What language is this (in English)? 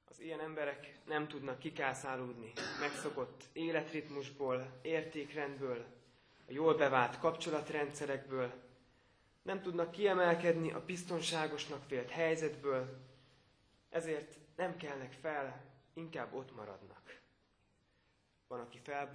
Hungarian